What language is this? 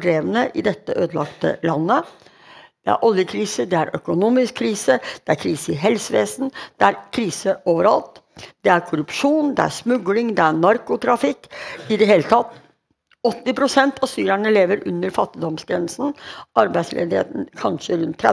Norwegian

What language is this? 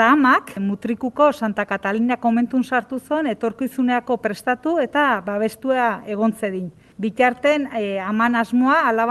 Basque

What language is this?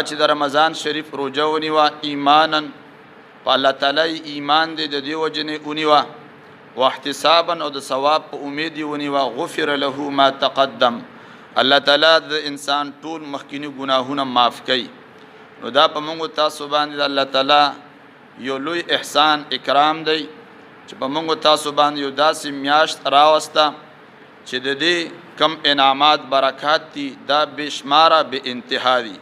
Pashto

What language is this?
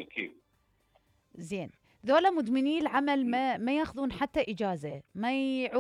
Mesopotamian Arabic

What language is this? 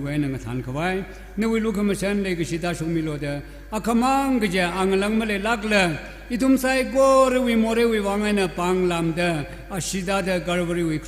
Tangkhul Naga (India)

